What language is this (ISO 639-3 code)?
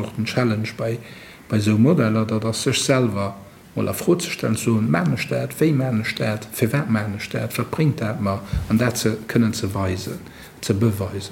ltz